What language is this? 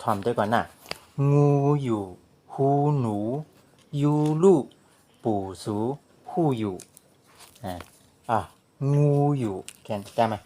Shan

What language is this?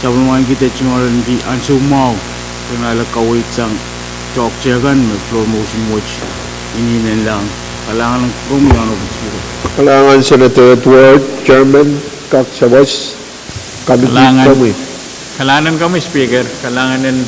Pohnpeian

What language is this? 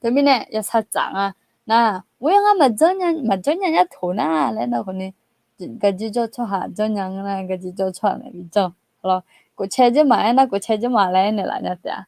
Akha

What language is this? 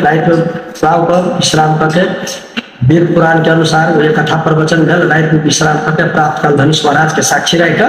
Maithili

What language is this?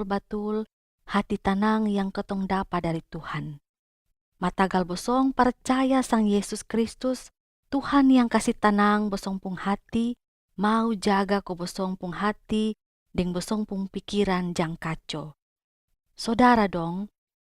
Kupang Malay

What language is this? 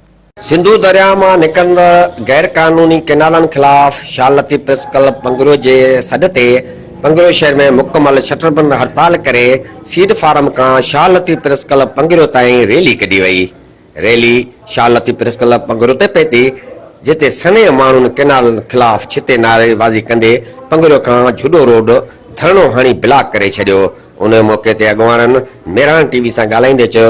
Sindhi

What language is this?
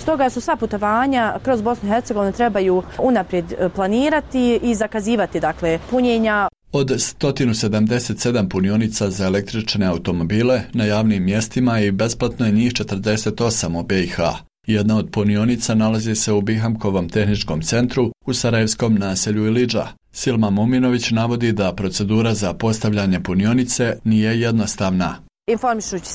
Bosnian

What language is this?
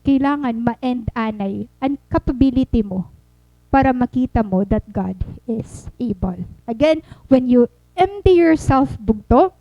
Waray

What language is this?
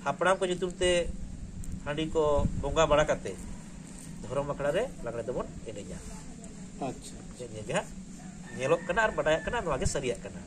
Santali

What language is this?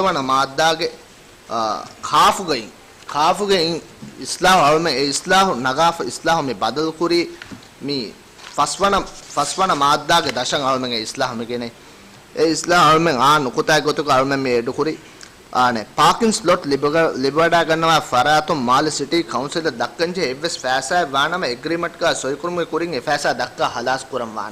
Divehi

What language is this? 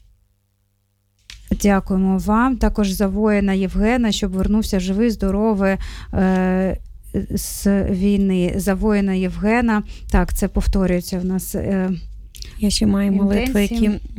Ukrainian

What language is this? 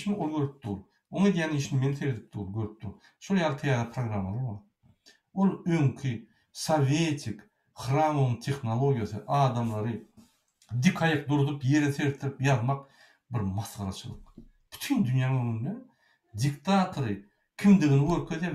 Turkmen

